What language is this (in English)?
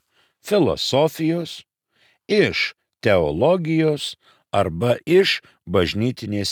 Lithuanian